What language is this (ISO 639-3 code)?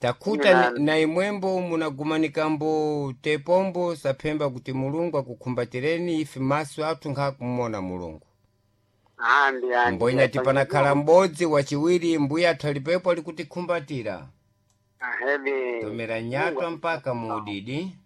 seh